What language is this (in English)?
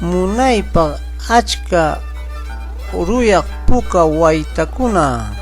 Ayacucho Quechua